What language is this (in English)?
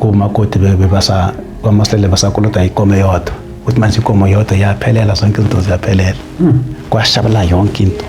Zulu